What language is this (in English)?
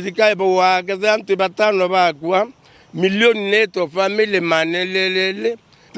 Meru